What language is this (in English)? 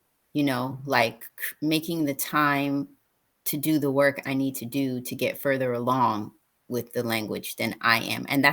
English